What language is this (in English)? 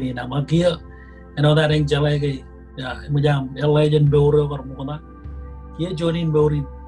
Marshallese